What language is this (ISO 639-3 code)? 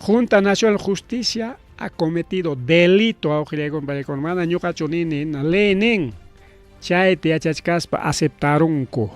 quy